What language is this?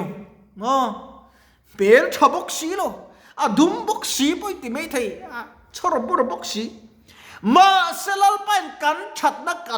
Mizo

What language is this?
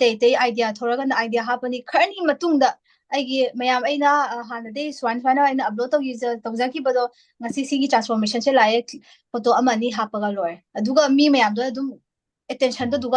Manipuri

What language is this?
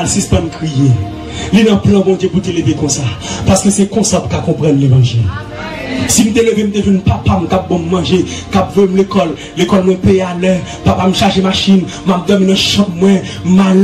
Haitian Creole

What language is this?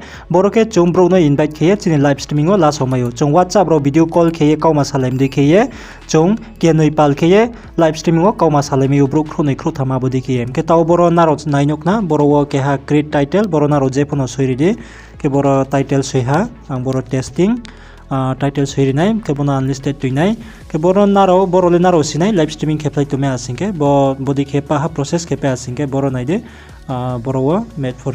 Riang (India)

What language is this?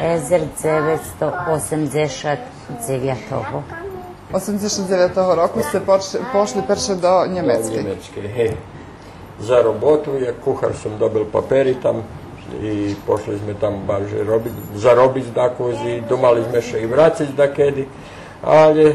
Rusyn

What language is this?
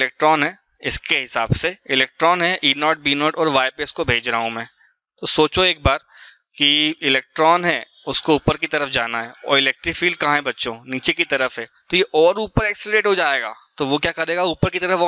Hindi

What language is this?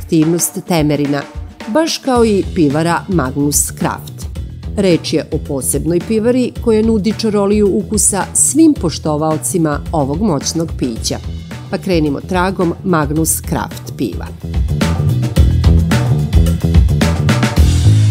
Serbian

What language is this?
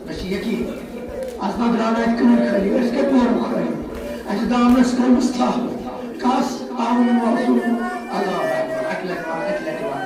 Kashmiri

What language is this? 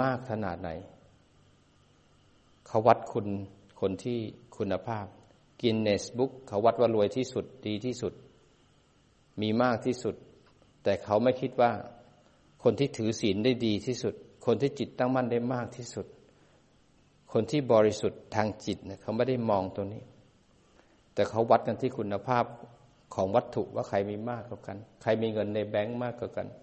Thai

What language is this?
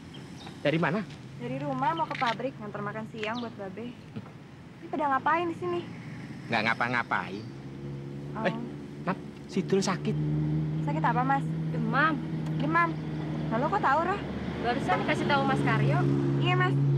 Betawi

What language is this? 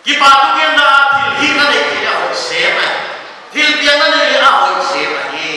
Paite Chin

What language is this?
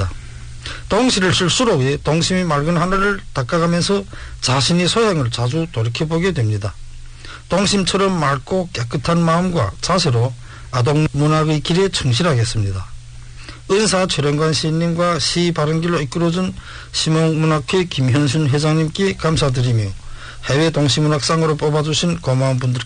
Korean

